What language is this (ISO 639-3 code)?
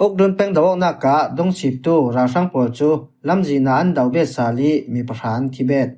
cfm